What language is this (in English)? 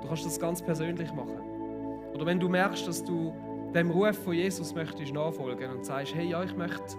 Swiss German